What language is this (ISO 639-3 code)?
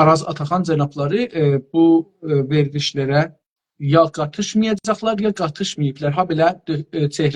azb